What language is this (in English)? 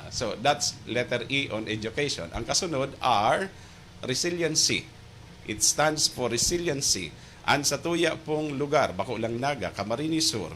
Bikol